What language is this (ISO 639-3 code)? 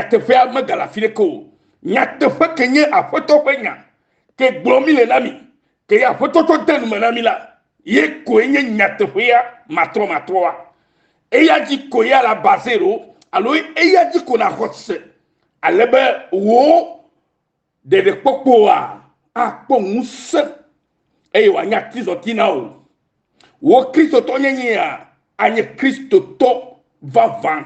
ewe